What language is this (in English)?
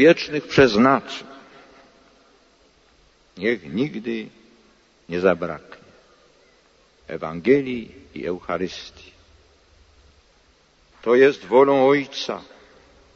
Polish